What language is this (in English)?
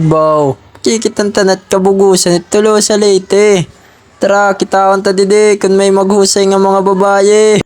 Waray